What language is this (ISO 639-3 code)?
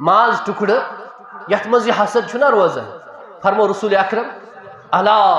kas